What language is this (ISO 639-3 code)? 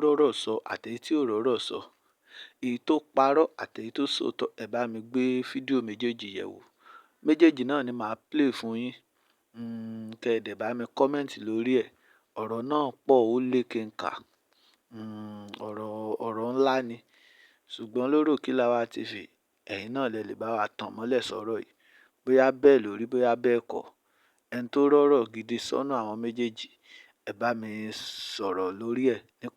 yor